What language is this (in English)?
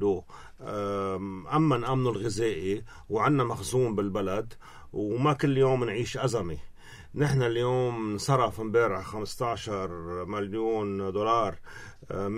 North Levantine Arabic